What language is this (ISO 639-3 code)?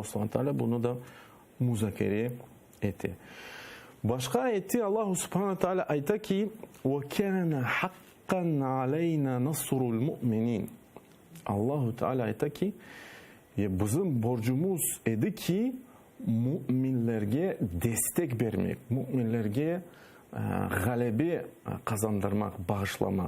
crh